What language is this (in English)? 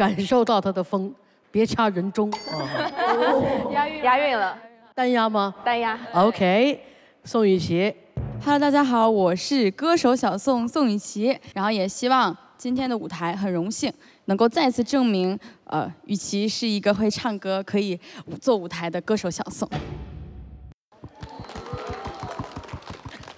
Chinese